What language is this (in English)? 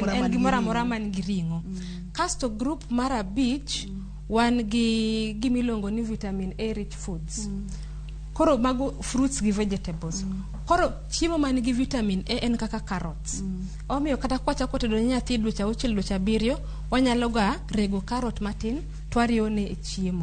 Luo (Kenya and Tanzania)